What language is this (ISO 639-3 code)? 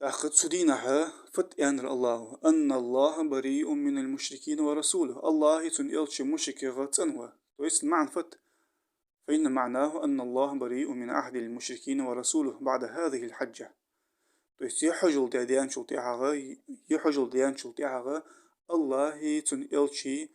inh